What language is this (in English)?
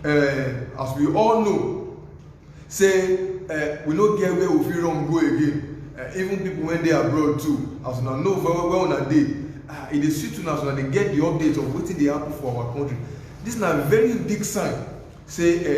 Nigerian Pidgin